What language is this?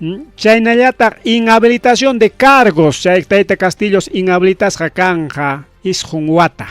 Ayacucho Quechua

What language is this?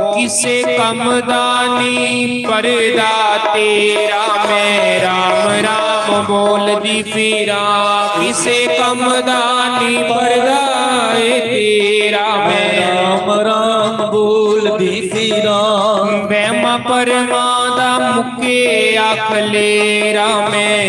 Dogri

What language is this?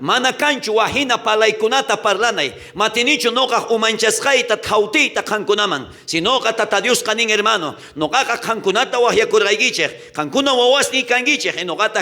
South Bolivian Quechua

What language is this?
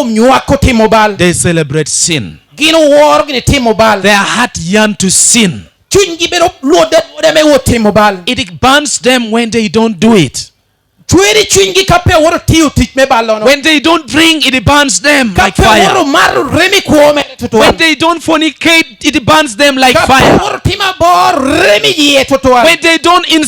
Lango (Uganda)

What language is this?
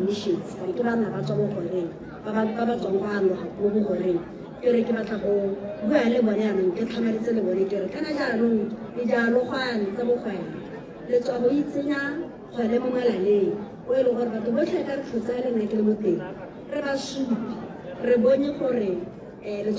Tswana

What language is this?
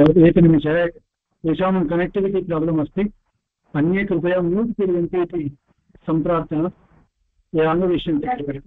Sanskrit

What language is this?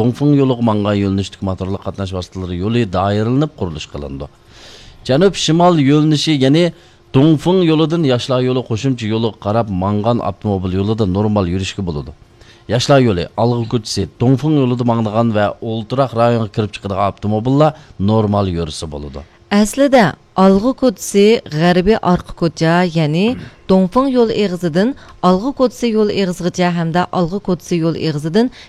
Uyghur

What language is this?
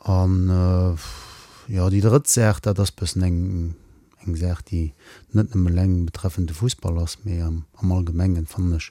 Luxembourgish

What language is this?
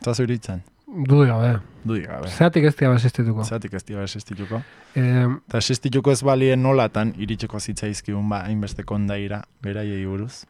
Basque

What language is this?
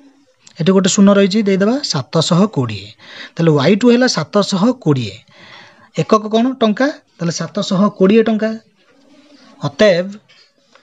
Odia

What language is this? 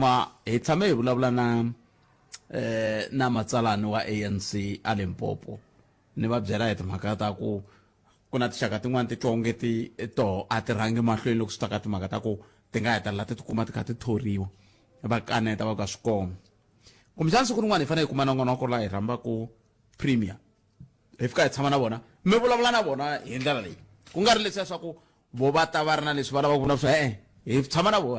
Tsonga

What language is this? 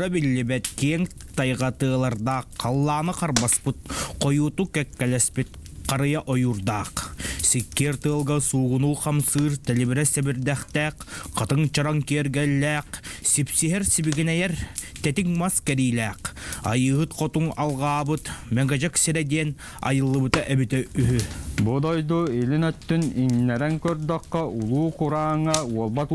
Yakut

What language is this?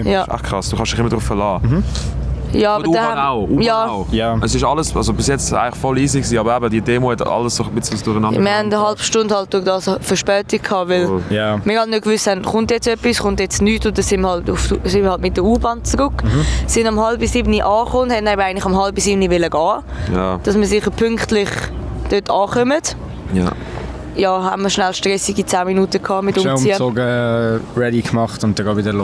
Swiss German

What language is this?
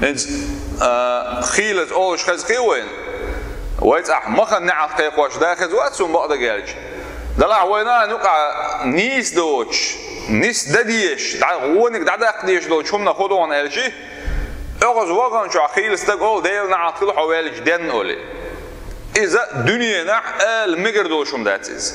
Chechen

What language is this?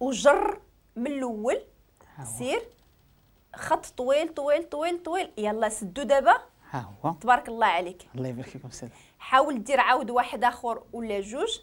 Moroccan Arabic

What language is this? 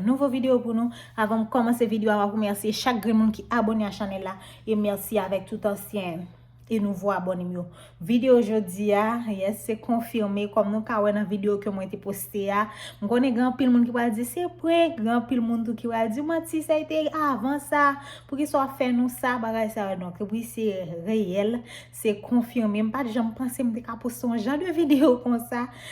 Haitian Creole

